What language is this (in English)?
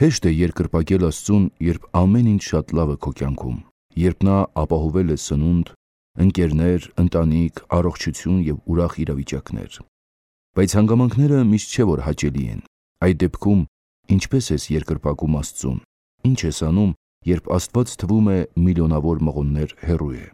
Armenian